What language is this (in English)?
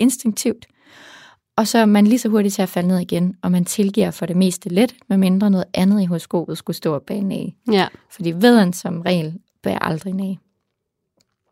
Danish